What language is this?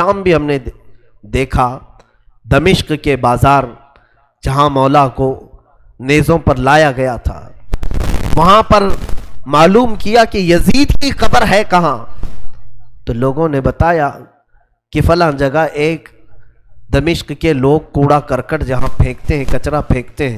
Urdu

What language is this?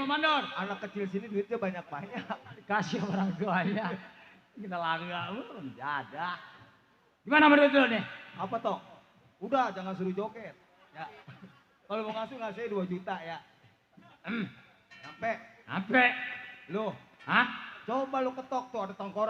Betawi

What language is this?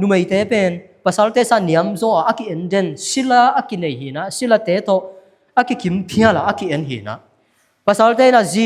Tedim Chin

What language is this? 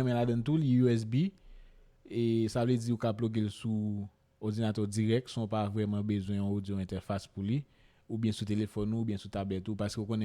Haitian Creole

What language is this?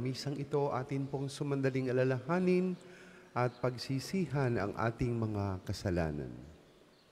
Filipino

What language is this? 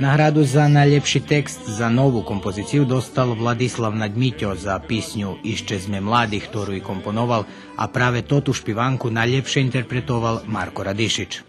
Rusyn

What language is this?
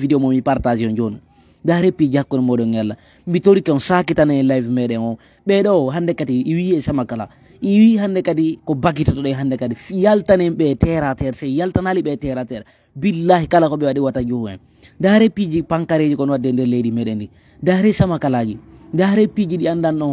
Fula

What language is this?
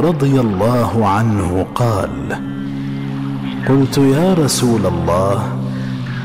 Arabic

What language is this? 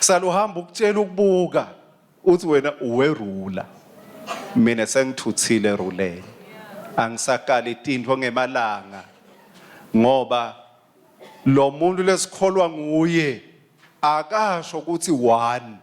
Swati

